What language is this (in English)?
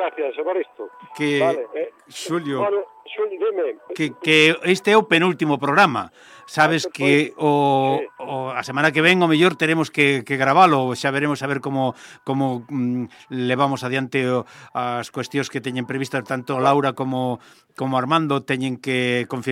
Galician